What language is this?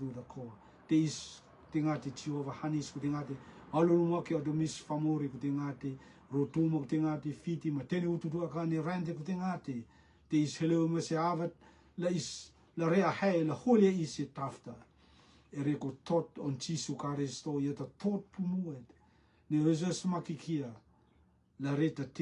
Rotuman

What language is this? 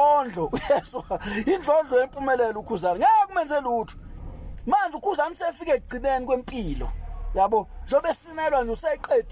Zulu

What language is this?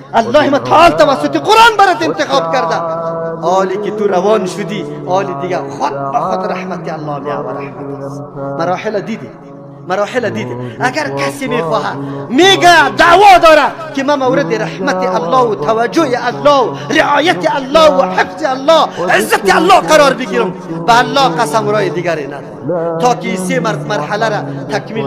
Persian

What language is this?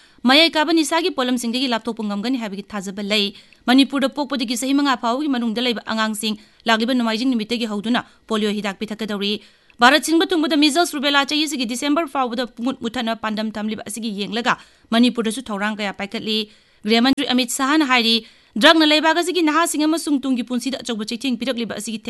Manipuri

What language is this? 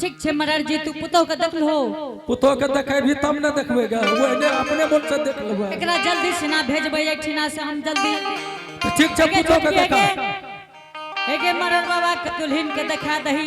Angika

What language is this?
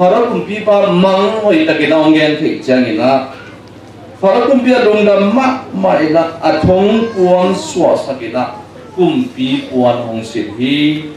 Tedim Chin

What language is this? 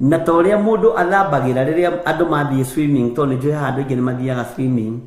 Kikuyu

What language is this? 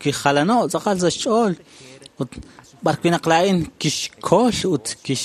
Kekchí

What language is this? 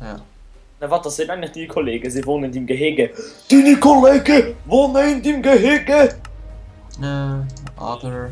Swiss German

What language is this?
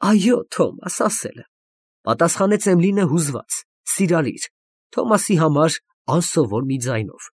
Armenian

